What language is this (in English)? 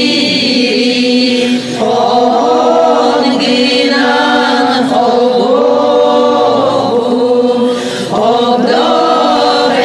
Yakut